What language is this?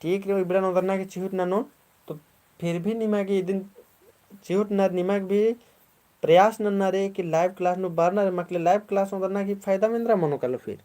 Kurukh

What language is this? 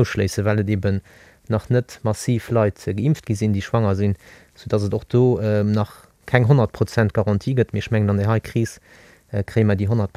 Luxembourgish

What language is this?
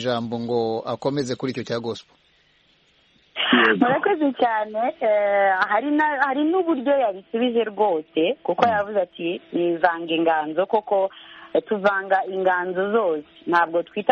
Kinyarwanda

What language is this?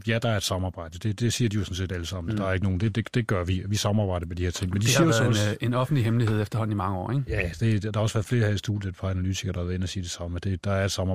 Danish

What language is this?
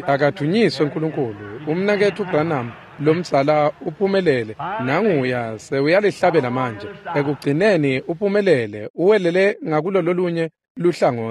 Swati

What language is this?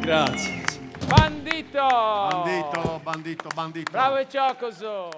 Sardinian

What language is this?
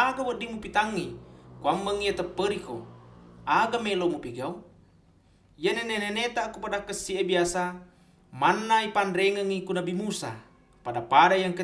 Buginese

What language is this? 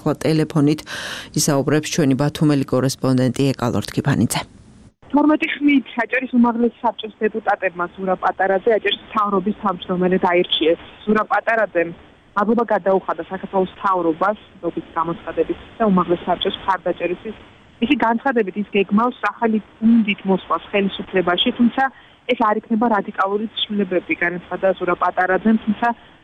Georgian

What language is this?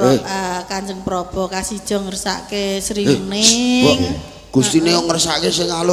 Javanese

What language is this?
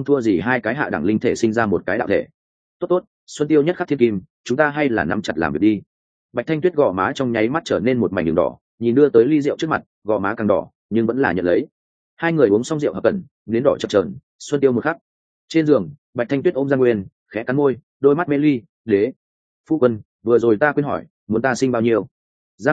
Vietnamese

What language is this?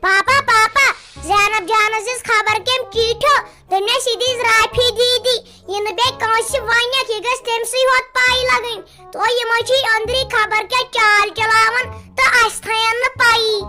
Kashmiri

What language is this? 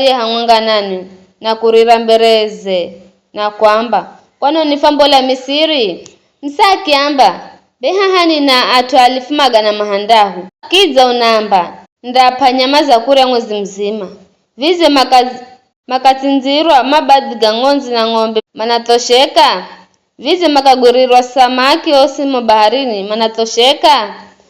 Giryama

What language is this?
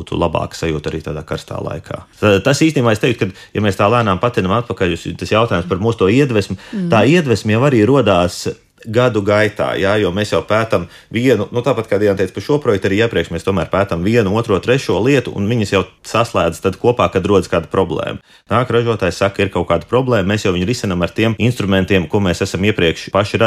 Latvian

